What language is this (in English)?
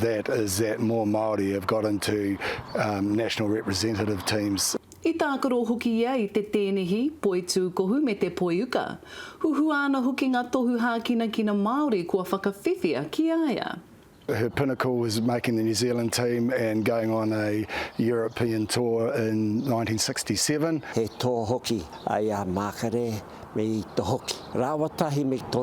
Māori